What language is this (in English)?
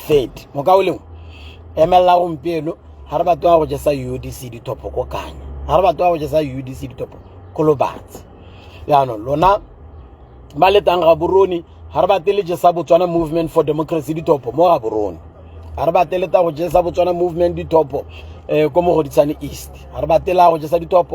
Tswana